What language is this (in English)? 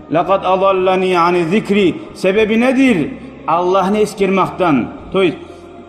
Kumyk